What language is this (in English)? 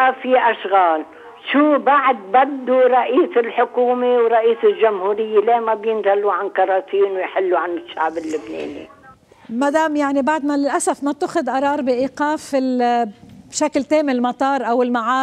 North Levantine Arabic